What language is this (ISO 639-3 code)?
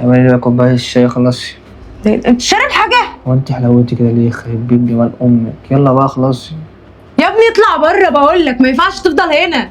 arz